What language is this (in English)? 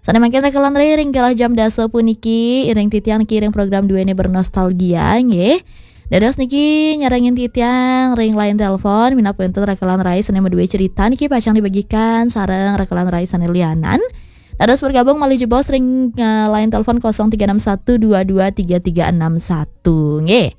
Balinese